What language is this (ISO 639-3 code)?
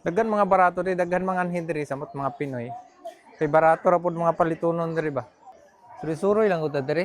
ceb